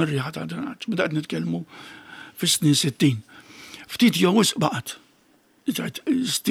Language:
Maltese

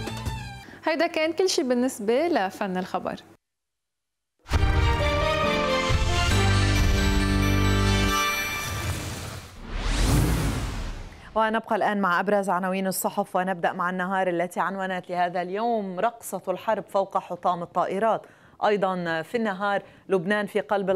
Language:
Arabic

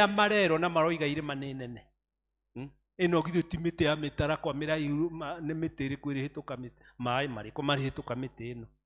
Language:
Kikuyu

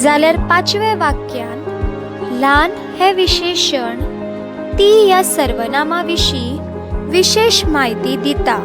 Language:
Konkani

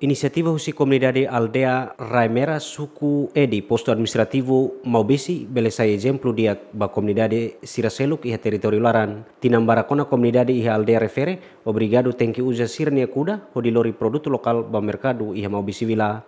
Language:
Tetum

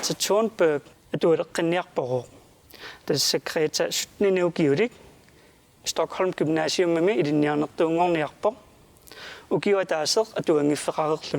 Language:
Kalaallisut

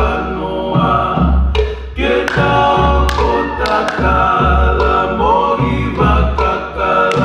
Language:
Tongan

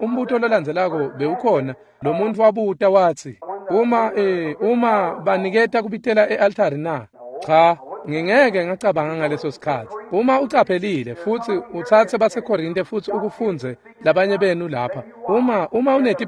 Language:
Swati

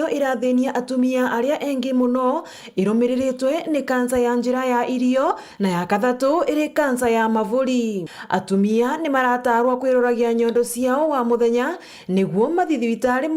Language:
Meru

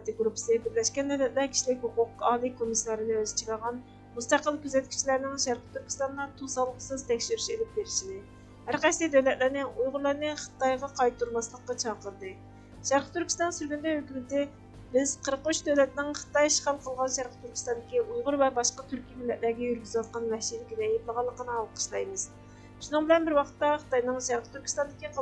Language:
Uyghur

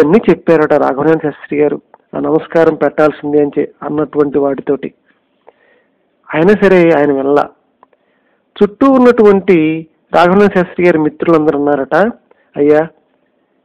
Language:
Telugu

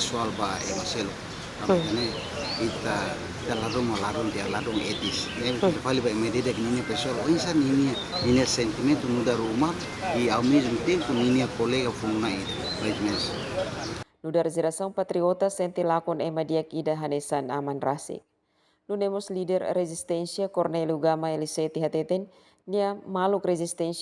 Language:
Tetum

